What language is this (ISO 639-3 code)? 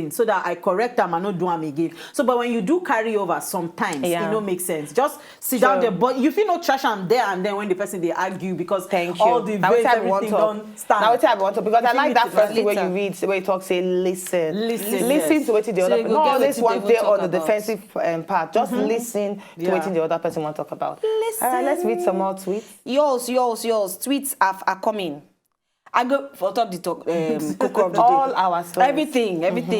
pcm